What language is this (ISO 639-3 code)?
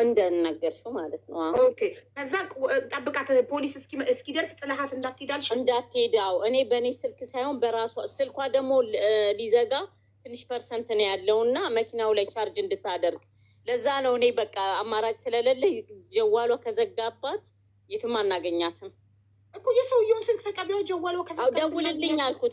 amh